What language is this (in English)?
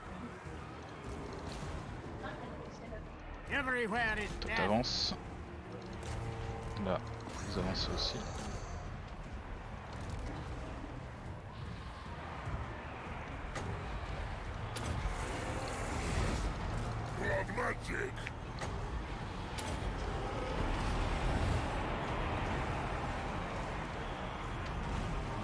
French